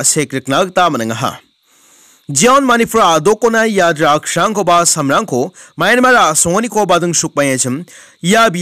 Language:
Garo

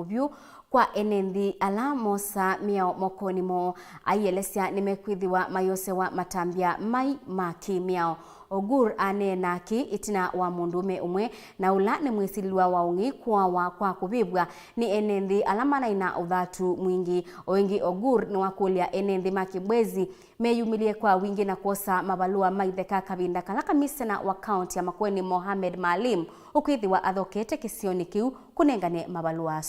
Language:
Kamba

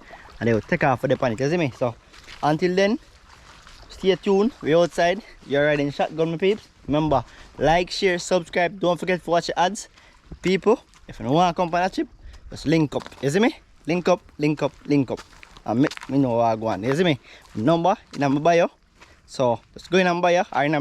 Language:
Jamaican Creole English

